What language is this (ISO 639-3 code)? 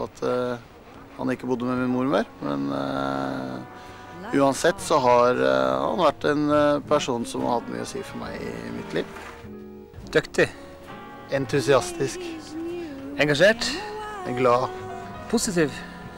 nor